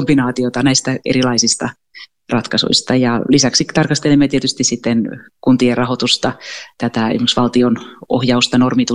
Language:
Finnish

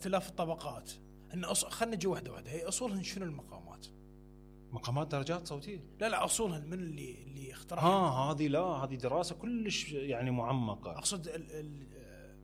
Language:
Mesopotamian Arabic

